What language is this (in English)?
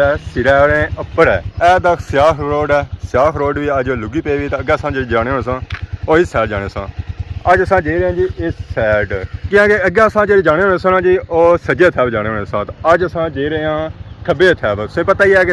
Pahari-Potwari